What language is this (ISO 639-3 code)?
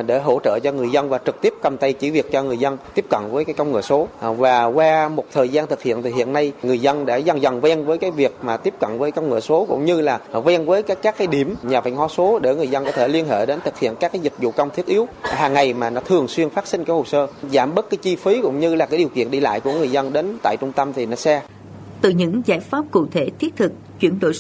vie